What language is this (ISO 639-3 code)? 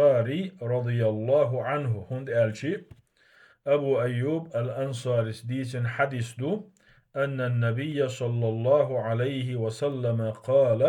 che